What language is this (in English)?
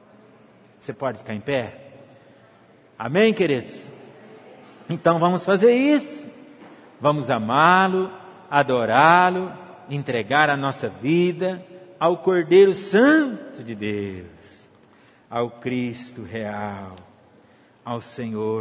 Portuguese